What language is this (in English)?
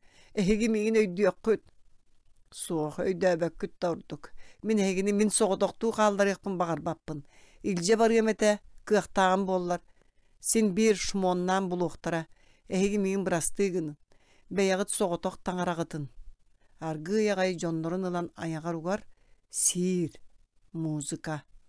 Yakut